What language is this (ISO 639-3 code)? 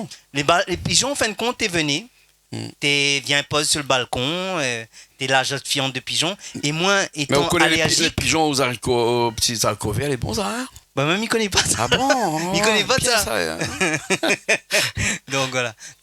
rcf